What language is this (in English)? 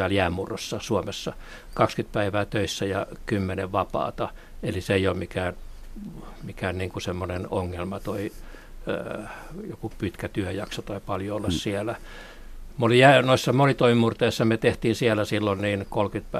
Finnish